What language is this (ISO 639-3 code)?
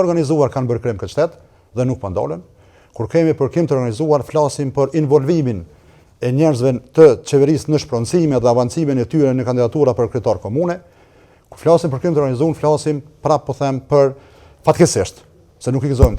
sqi